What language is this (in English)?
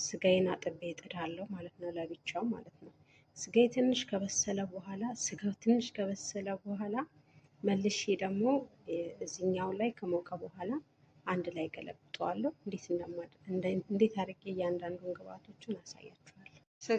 Amharic